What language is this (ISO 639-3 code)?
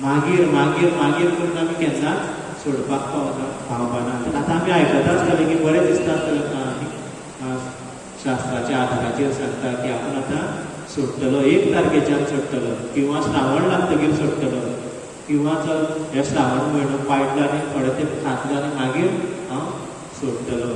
kok